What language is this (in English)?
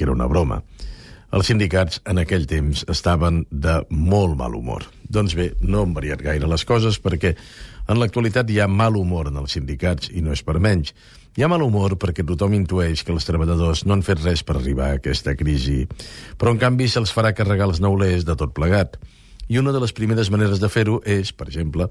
Catalan